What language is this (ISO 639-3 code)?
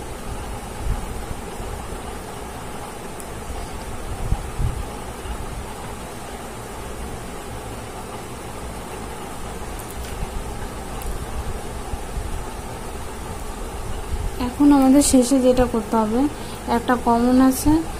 ben